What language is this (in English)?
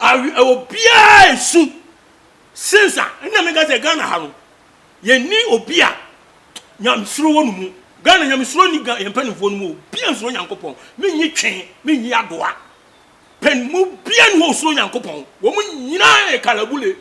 Akan